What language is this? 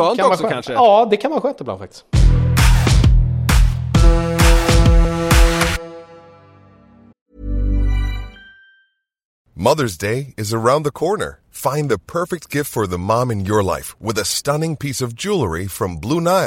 Swedish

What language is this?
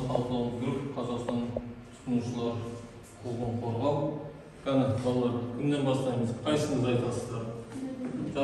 Kazakh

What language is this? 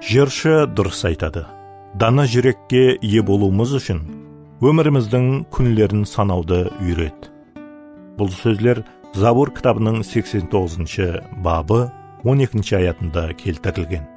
Kara-Kalpak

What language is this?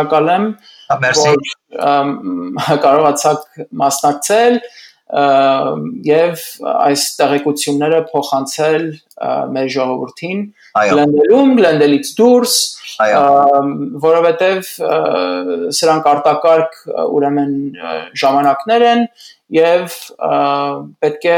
Armenian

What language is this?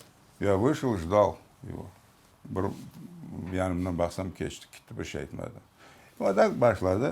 Crimean Tatar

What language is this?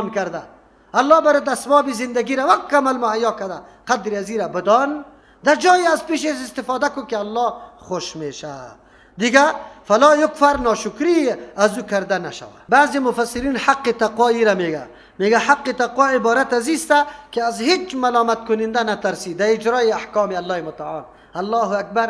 Persian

